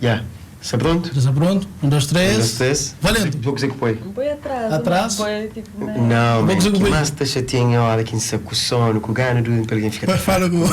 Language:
Kabuverdianu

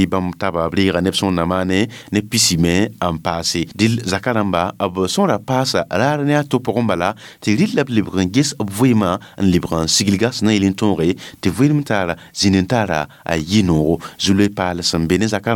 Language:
Mossi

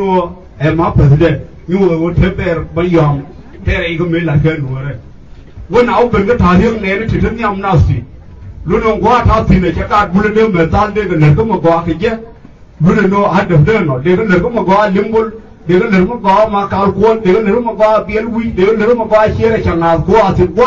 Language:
Nuer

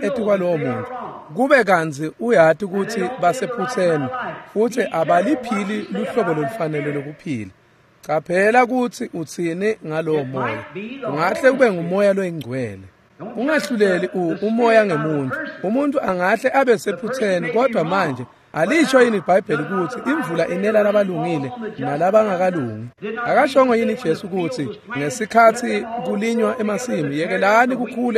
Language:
Swati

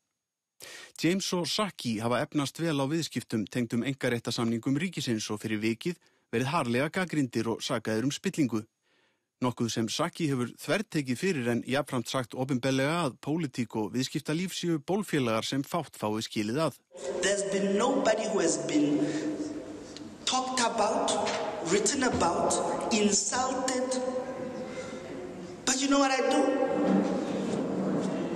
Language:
Icelandic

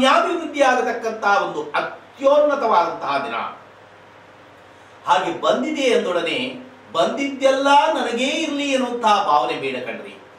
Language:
Kannada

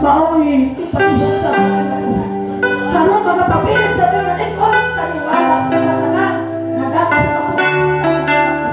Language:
Cebuano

